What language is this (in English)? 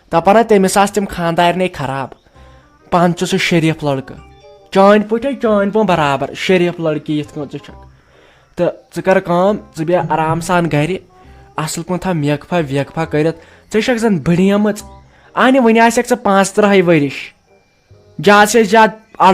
Kashmiri